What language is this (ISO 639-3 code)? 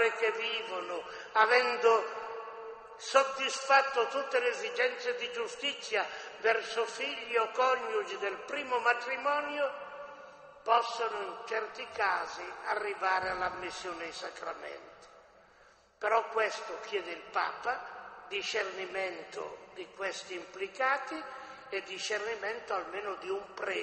ita